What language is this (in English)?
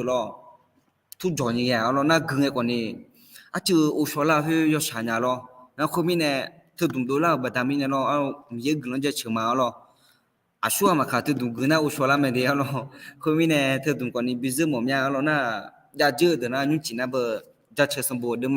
Akha